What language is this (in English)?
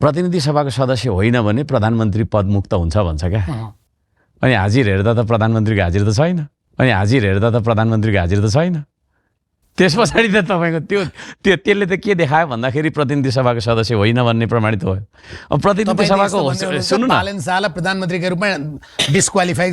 Nepali